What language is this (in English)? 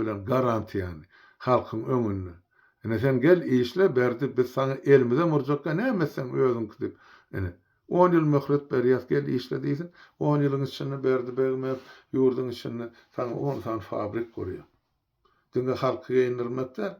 Turkmen